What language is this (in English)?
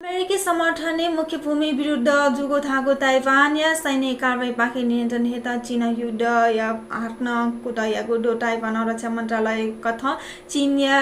Newari